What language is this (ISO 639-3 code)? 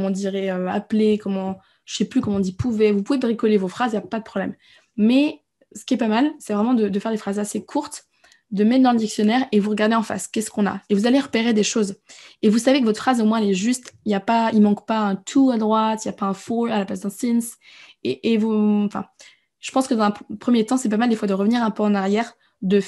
fra